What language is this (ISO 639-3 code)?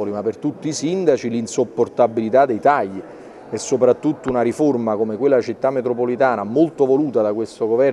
ita